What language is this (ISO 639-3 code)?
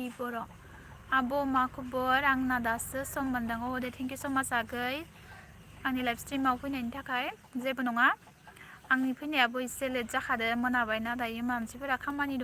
brx